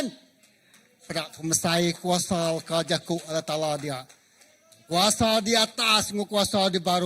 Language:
Iban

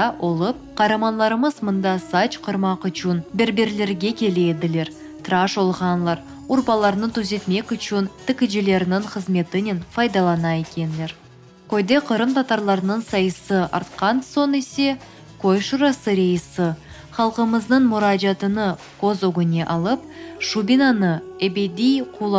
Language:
Crimean Tatar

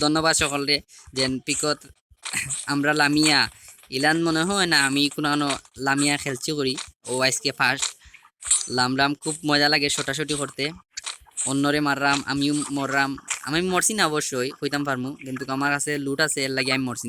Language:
Sylheti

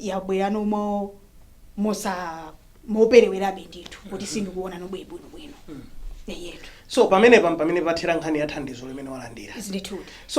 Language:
Nyanja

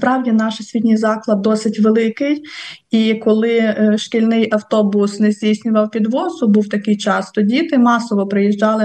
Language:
Ukrainian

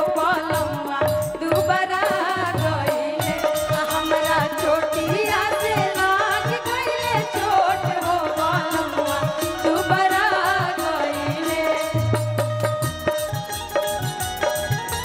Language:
Bhojpuri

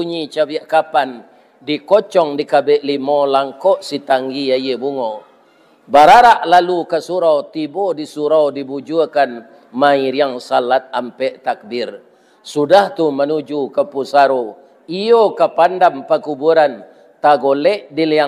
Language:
Minangkabau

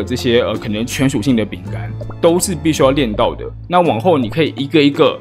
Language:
Chinese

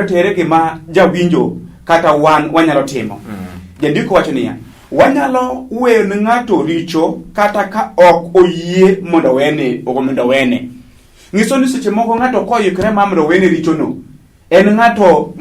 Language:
Luo (Kenya and Tanzania)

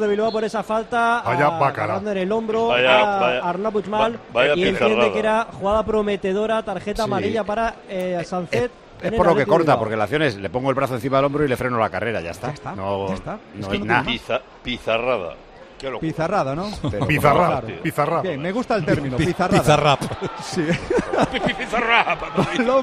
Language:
Spanish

